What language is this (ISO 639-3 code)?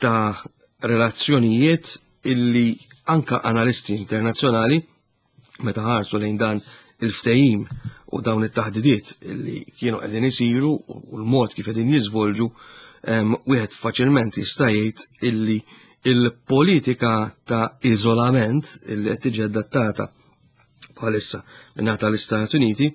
mlt